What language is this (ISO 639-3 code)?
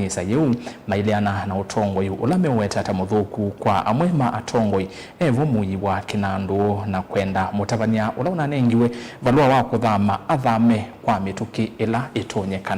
kam